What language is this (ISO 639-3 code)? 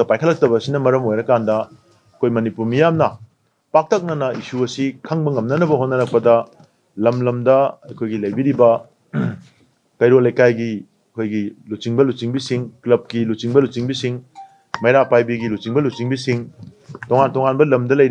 mni